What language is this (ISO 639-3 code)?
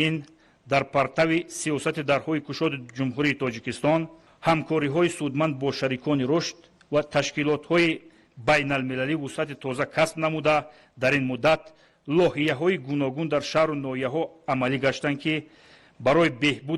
tgk